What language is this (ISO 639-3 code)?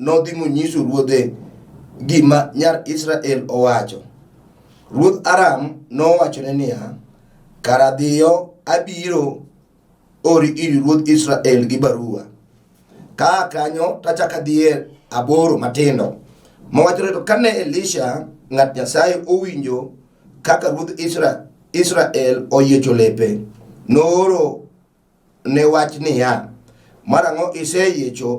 luo